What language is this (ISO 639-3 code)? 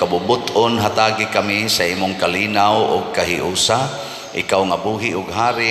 ceb